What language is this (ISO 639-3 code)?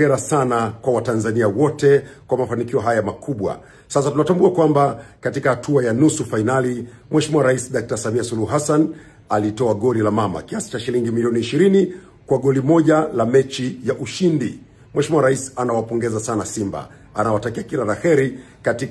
swa